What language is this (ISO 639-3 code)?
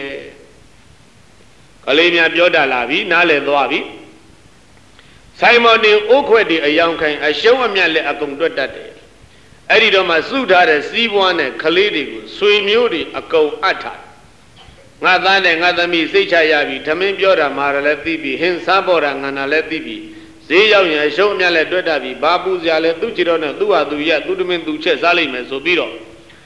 mya